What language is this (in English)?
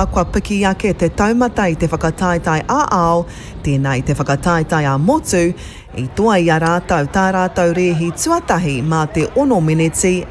Māori